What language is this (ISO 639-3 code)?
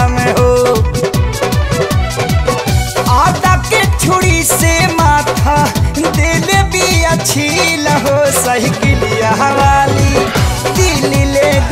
bho